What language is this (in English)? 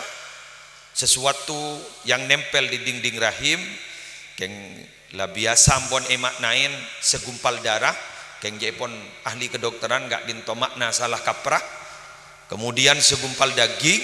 Madurese